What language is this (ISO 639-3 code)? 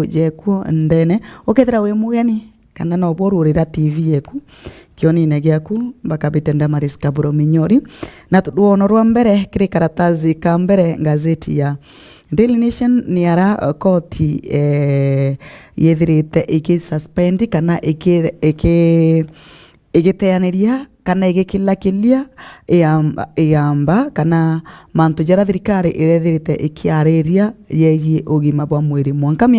mer